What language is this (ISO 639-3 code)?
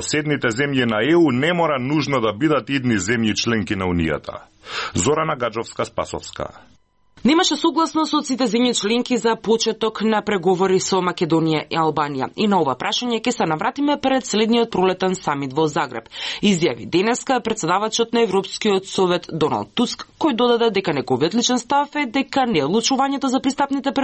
mkd